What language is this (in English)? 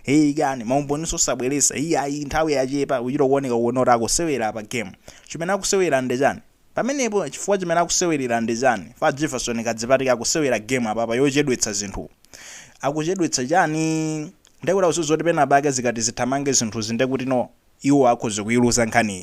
Nyanja